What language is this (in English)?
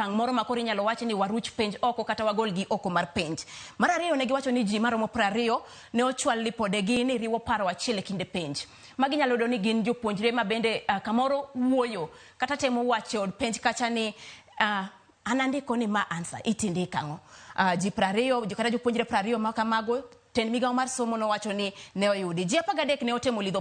Luo (Kenya and Tanzania)